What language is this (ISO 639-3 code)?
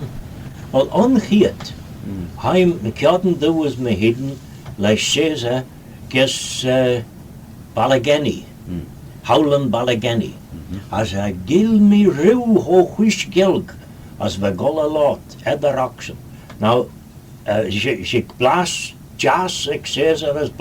glv